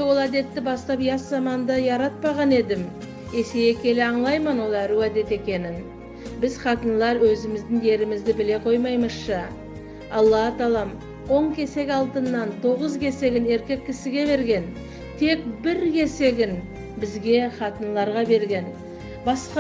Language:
Nogai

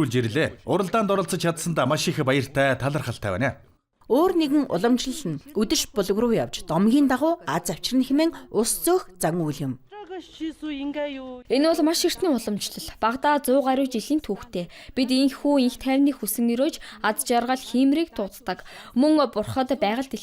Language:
Mongolian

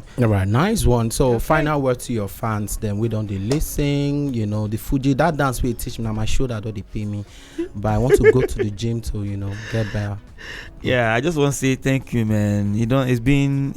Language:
Nigerian Pidgin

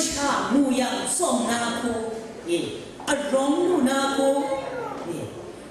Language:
Kachin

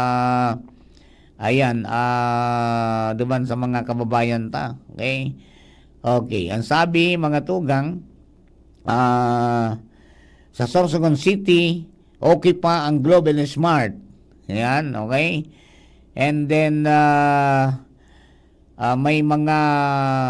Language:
Bikol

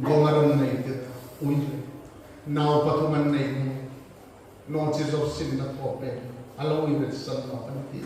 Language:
Hmar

